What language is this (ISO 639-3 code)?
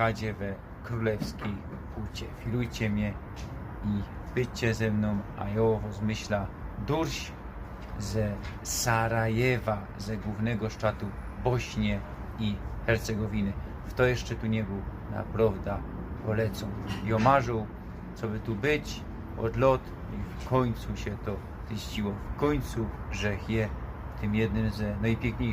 szl